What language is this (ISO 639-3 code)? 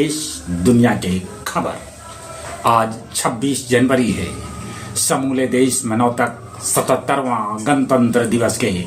mag